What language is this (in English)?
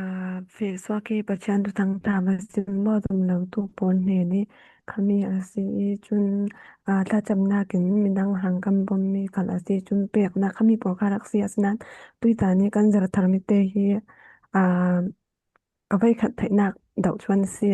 Falam Chin